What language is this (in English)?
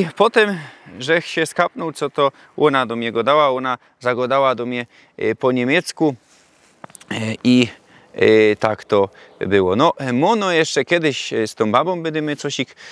Silesian